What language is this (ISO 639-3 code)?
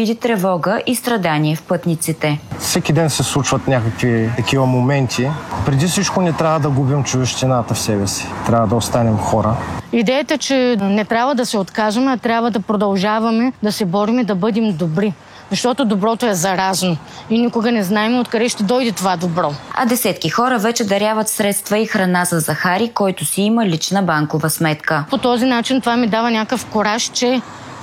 bul